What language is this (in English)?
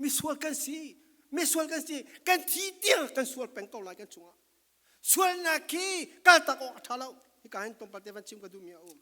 Falam Chin